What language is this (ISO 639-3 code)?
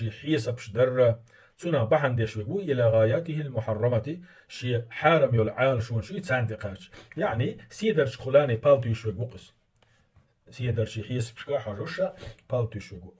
che